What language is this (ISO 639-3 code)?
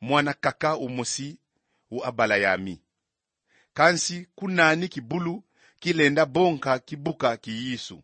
kon